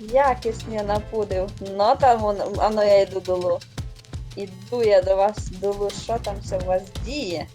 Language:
Rusyn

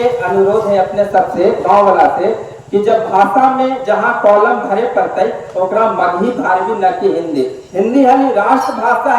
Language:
Magahi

